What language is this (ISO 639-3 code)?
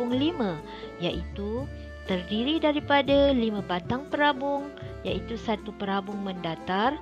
msa